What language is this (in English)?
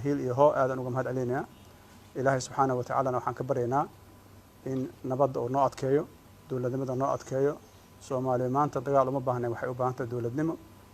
Somali